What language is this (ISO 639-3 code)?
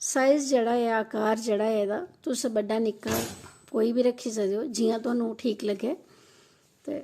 doi